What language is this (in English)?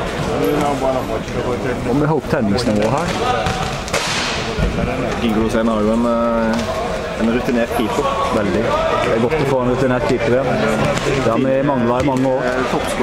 Norwegian